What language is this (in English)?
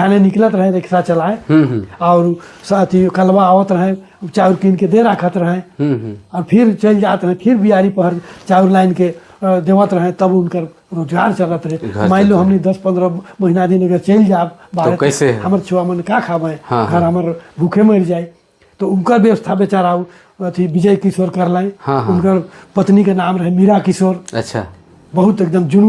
Sadri